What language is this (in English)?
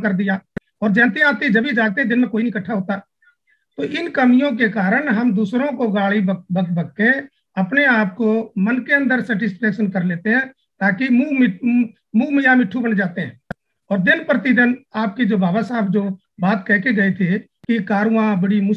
Hindi